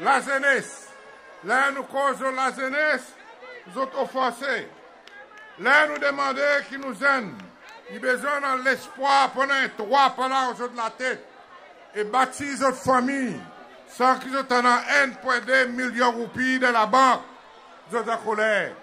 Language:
Seselwa Creole French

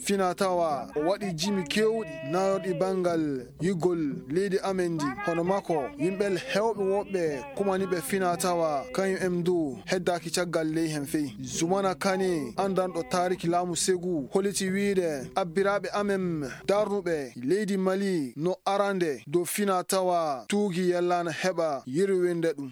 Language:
Fula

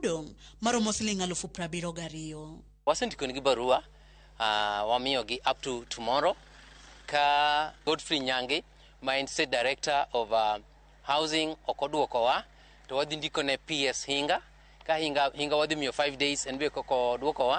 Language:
Luo (Kenya and Tanzania)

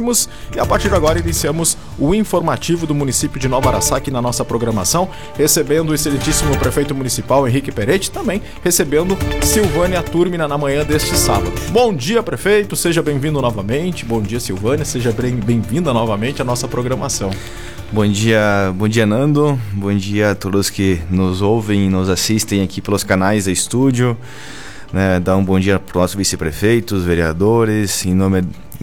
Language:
Portuguese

